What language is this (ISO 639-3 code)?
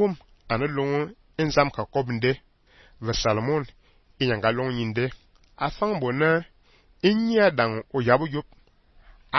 fan